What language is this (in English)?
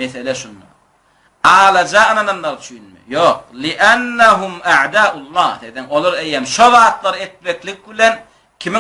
Turkmen